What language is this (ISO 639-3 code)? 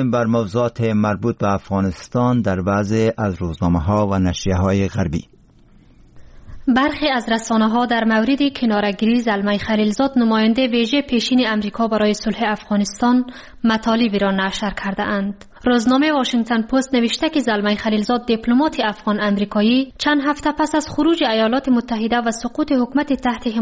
fas